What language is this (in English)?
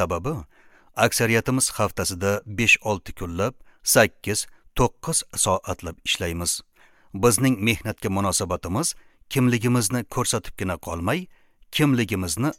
Uzbek